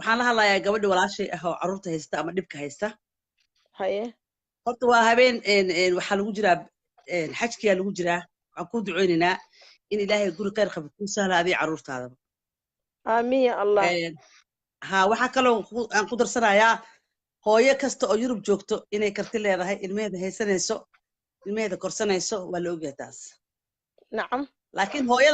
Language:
Somali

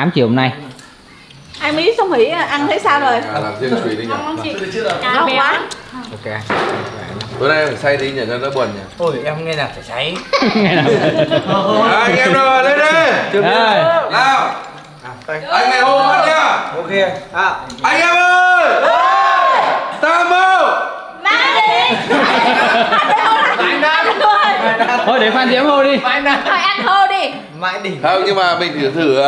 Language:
Vietnamese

